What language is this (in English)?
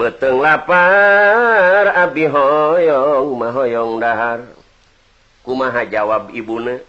Sundanese